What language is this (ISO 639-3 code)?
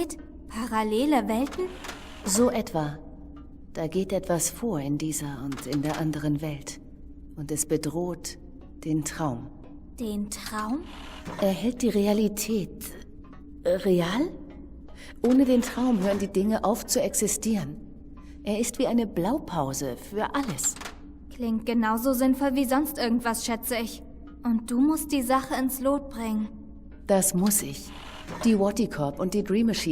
gsw